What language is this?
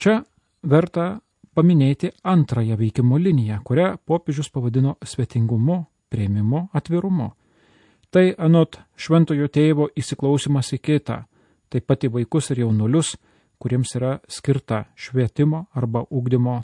Lithuanian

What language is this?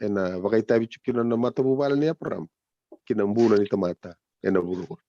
Fijian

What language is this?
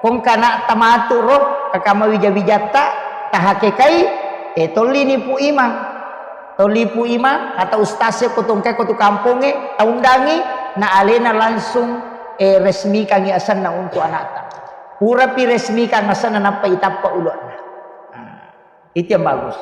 Buginese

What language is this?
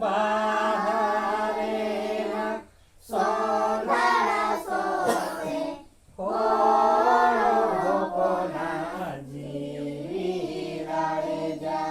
Santali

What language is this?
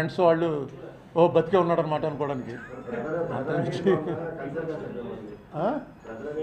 Telugu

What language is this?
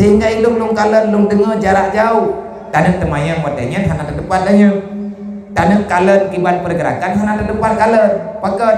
Achinese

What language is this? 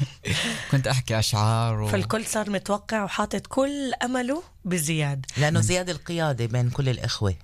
North Levantine Arabic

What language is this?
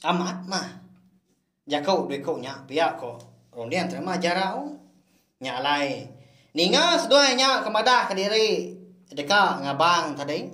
Iban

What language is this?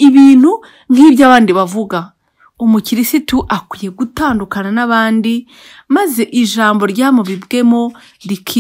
Kinyarwanda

